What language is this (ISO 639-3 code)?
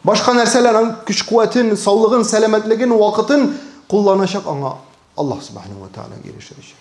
tat